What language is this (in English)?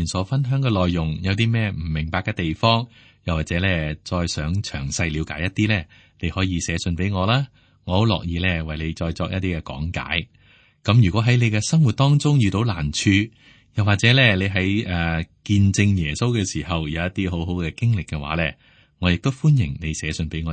Cantonese